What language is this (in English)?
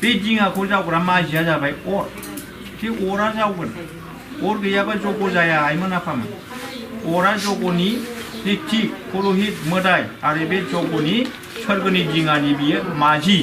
Bodo